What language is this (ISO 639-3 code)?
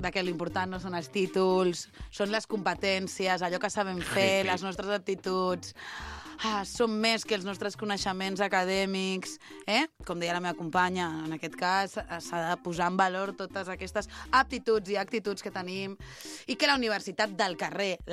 cat